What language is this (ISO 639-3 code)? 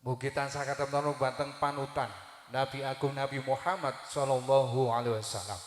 jav